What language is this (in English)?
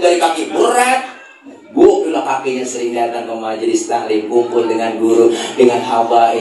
Betawi